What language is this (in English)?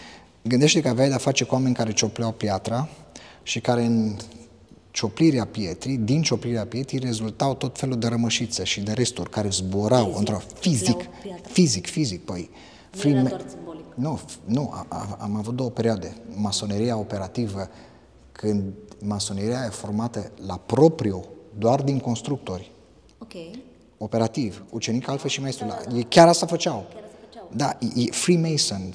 Romanian